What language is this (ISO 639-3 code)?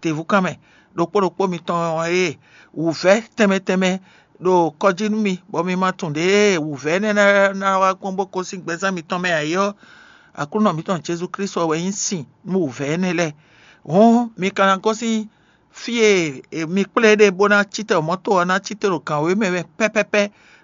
fon